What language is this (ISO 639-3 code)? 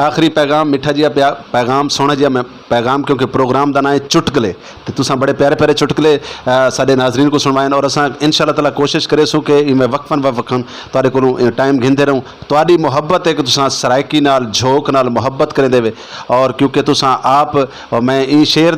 skr